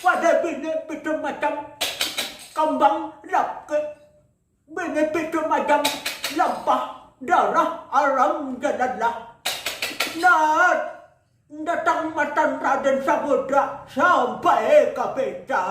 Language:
Banjar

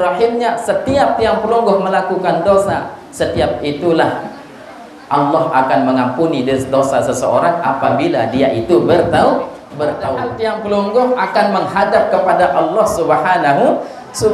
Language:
Sasak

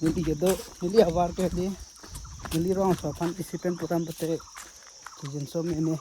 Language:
Karbi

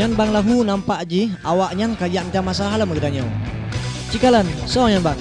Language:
Achinese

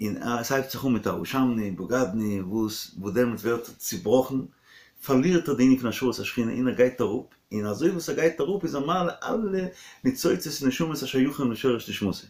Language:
Yiddish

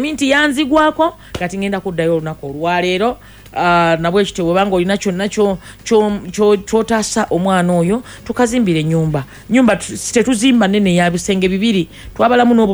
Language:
Ganda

